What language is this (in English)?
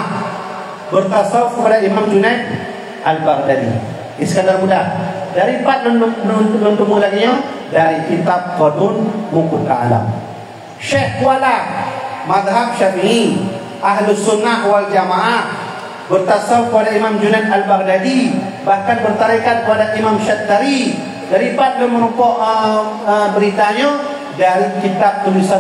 Achinese